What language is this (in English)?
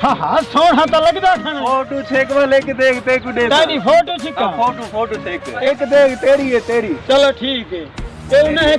Saraiki